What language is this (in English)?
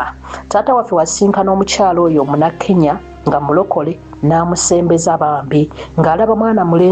Ganda